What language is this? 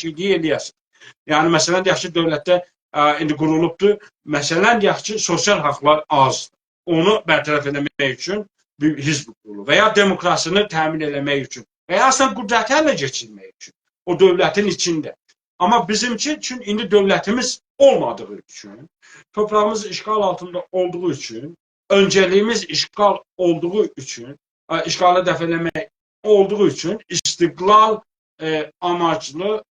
South Azerbaijani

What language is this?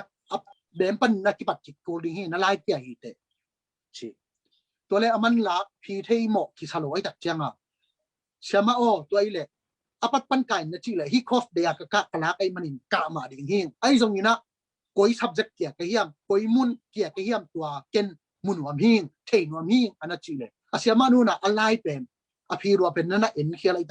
Tedim Chin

